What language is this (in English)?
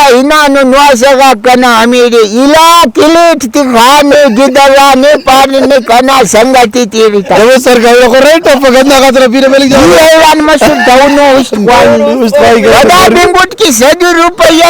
Brahui